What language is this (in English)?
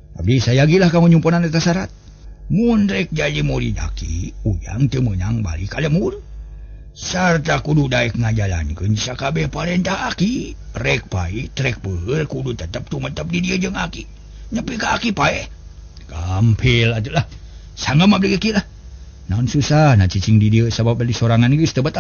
Sundanese